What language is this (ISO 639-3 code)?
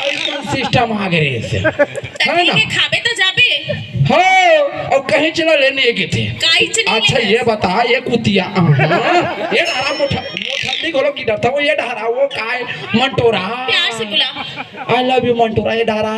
hne